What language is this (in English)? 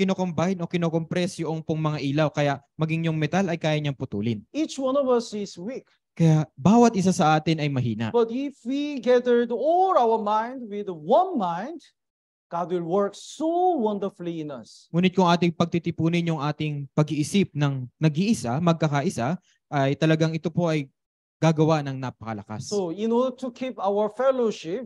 Filipino